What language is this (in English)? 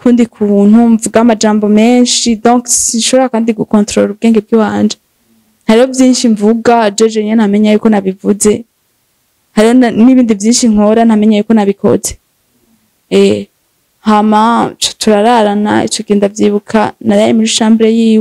Rundi